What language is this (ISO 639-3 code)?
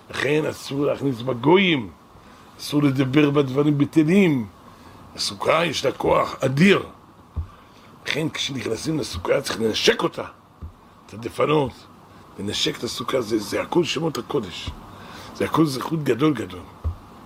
heb